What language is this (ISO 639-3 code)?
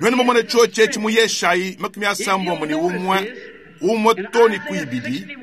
lua